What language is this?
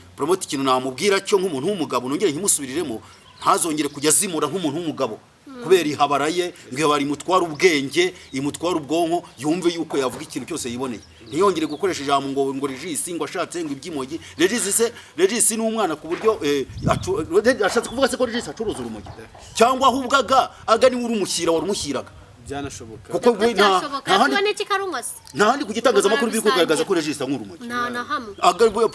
Kinyarwanda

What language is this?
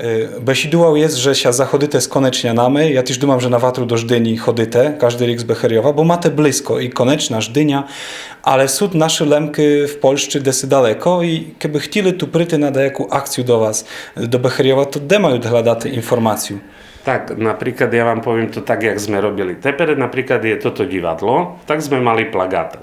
Rusyn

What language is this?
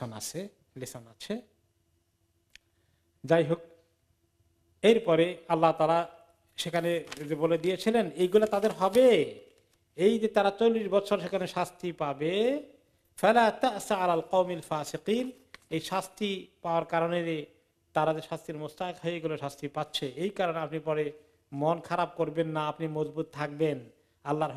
Bangla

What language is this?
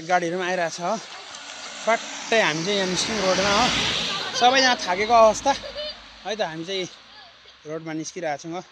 Nepali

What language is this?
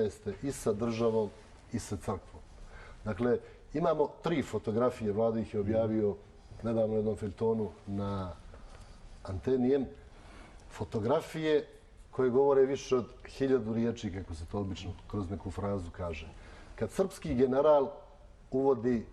Bosnian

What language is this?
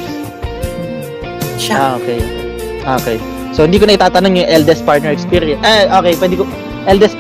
Filipino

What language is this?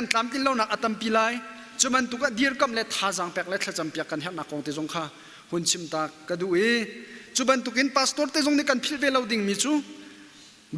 Hakha Chin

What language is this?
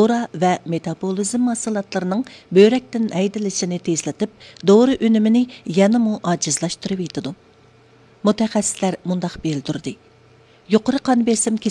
Uyghur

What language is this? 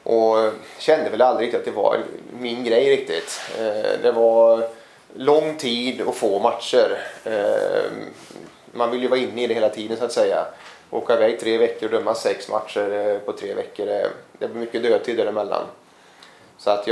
Swedish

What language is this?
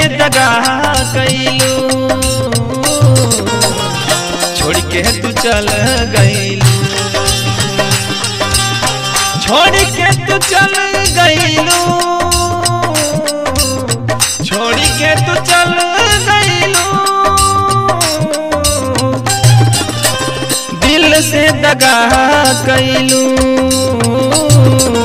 Bhojpuri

